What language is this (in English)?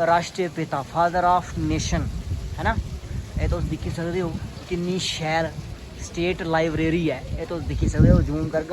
Dogri